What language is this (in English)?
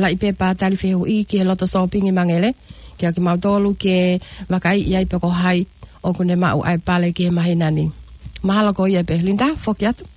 Tongan